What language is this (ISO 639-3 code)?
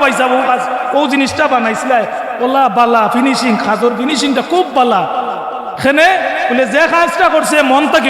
syl